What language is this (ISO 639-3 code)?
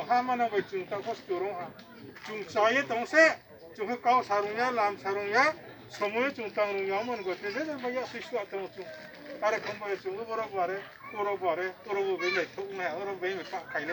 ria